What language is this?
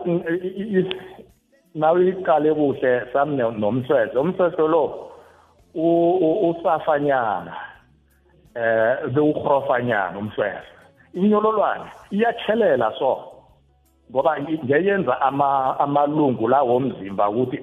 South Ndebele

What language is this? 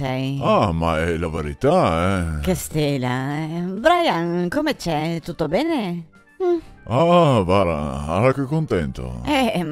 Venetian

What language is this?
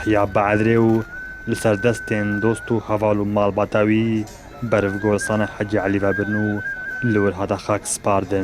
Kurdish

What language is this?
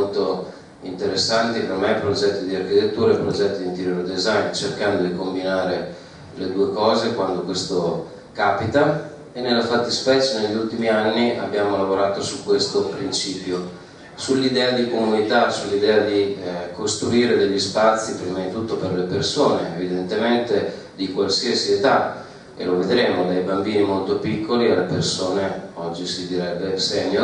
Italian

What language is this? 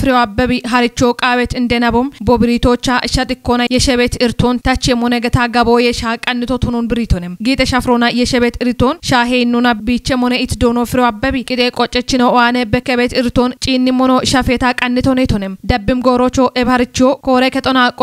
Kafa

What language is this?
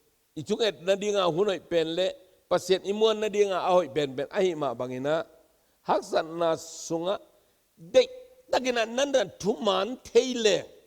Tedim Chin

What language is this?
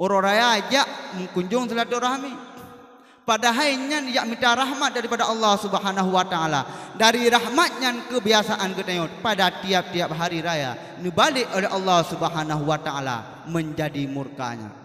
Achinese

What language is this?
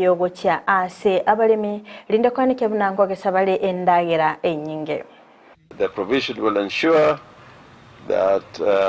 Gusii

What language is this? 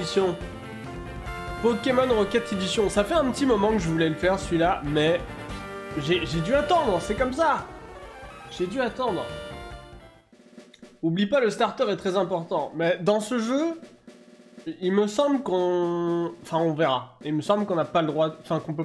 French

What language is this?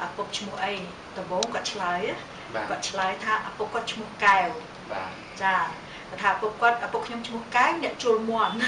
Khmer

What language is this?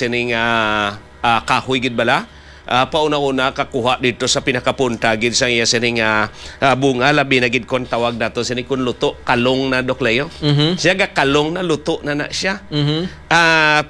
Hiligaynon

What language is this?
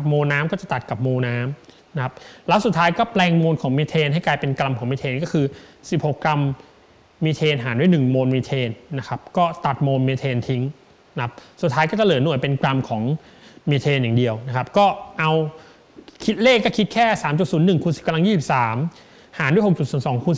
Thai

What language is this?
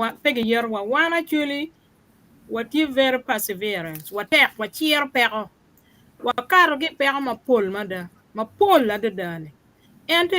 Acoli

